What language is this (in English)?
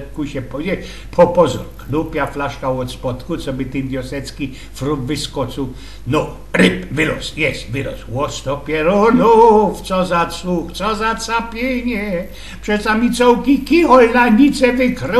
Silesian